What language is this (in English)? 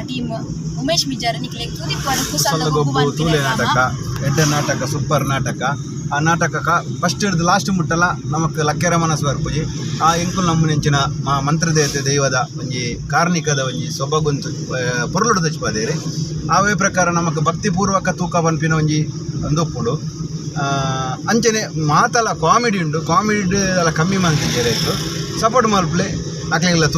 Tulu